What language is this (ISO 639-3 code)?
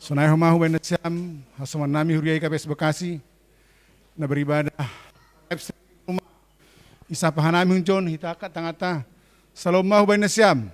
bts